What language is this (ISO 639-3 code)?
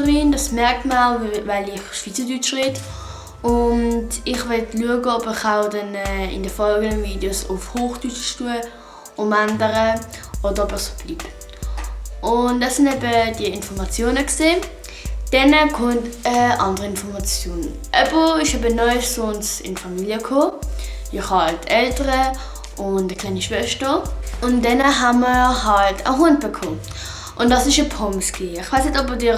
gsw